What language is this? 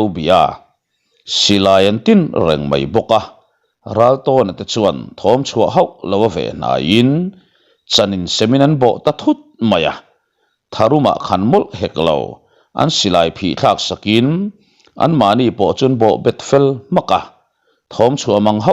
Mizo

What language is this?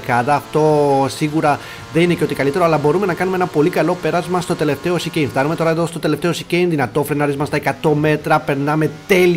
Greek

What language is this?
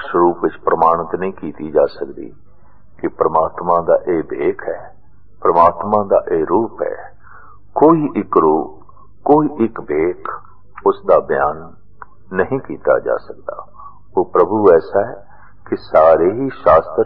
Punjabi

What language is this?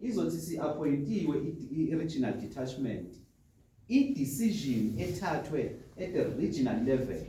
Zulu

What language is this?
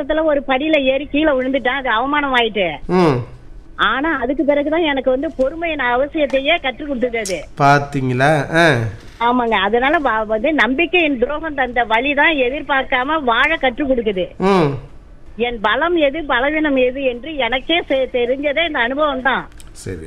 Tamil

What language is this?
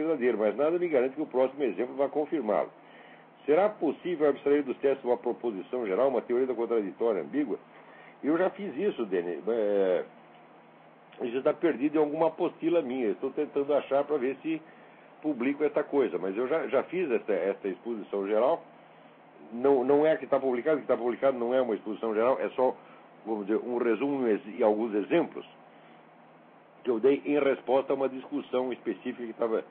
Portuguese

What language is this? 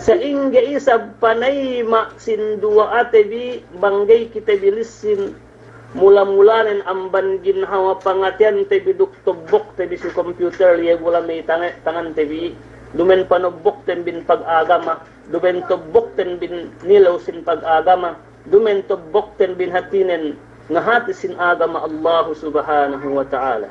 Yakan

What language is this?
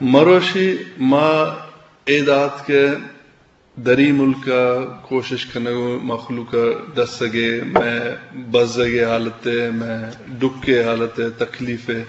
Eastern Balochi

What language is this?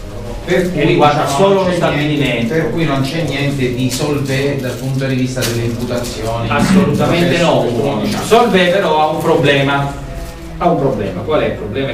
Italian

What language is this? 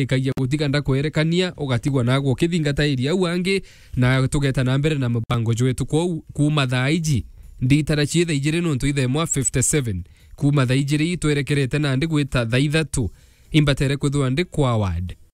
Meru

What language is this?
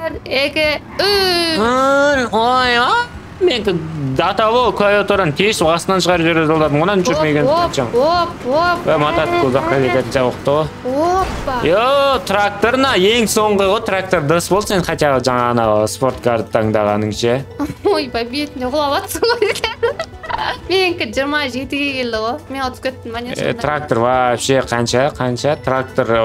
Kazakh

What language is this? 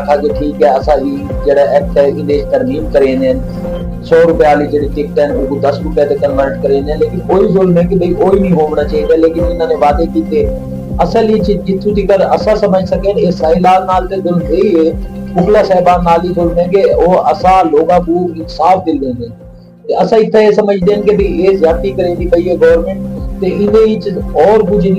Saraiki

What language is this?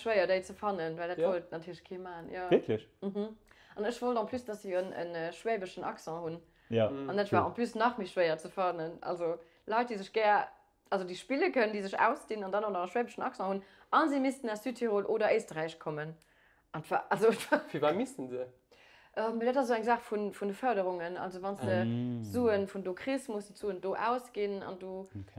Luxembourgish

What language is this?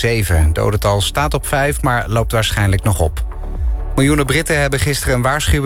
Dutch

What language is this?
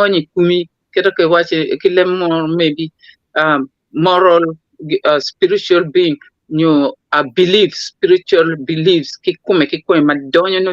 Acoli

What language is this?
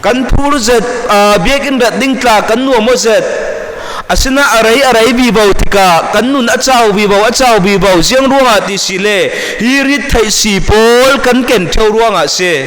Falam Chin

